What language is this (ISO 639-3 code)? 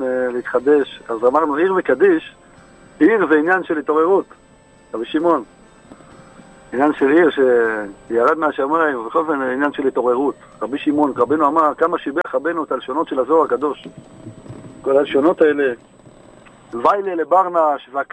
heb